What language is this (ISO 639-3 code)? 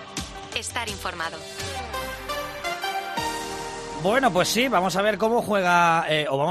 spa